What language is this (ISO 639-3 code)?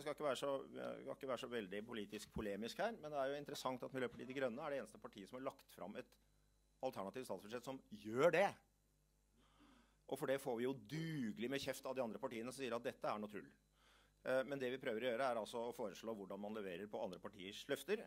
nor